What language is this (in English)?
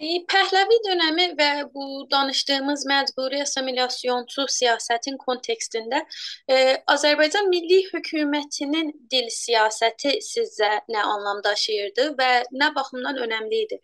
South Azerbaijani